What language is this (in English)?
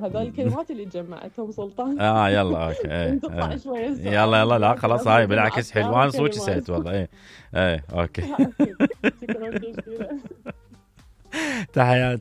Mesopotamian Arabic